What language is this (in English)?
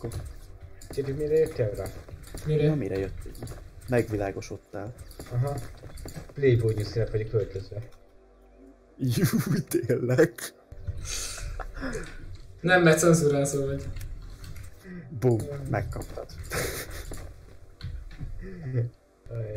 Hungarian